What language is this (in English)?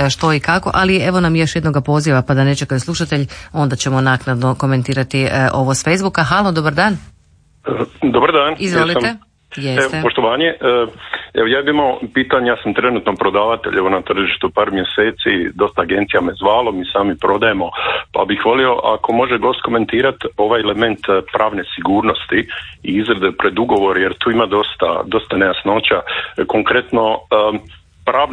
Croatian